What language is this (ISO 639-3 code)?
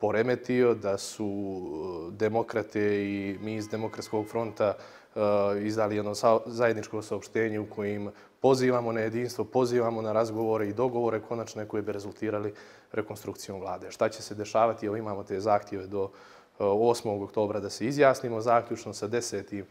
bos